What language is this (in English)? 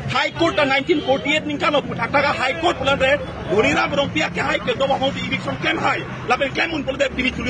Karbi